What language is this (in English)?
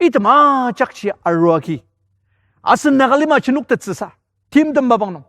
Ao Naga